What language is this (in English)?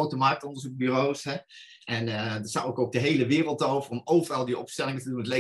Dutch